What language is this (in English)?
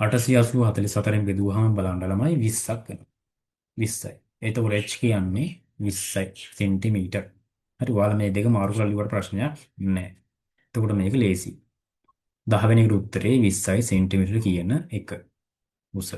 Sinhala